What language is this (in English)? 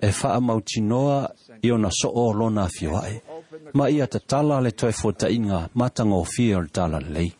Samoan